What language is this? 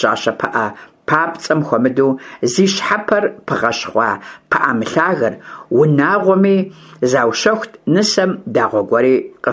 Kabardian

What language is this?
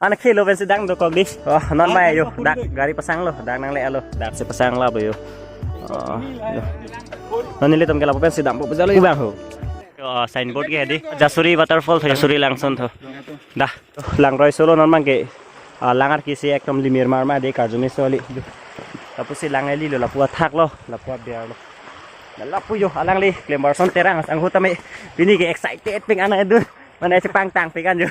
Karbi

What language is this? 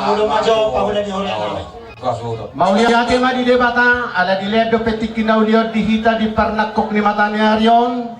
Batak Toba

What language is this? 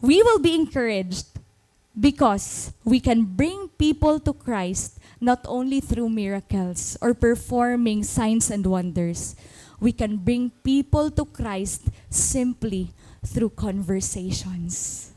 Waray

